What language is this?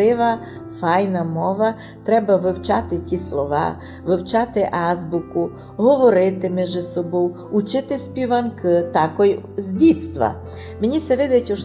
Rusyn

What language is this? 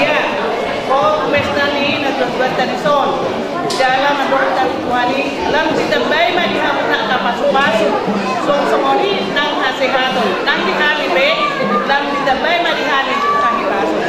Batak Toba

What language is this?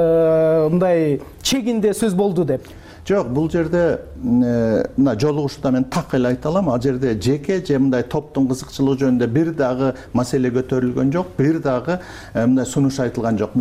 Kyrgyz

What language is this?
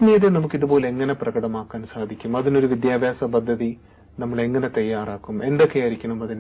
Malayalam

